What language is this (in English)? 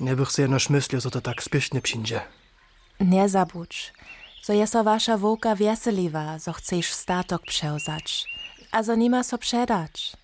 Upper Sorbian